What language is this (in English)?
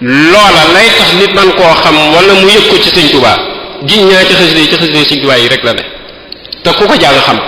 Wolof